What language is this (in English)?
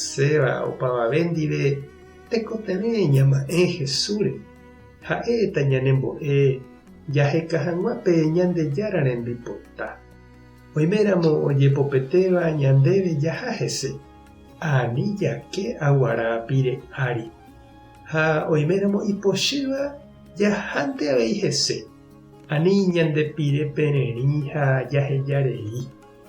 Guarani